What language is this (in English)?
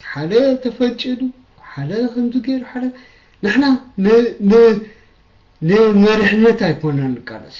Tigrinya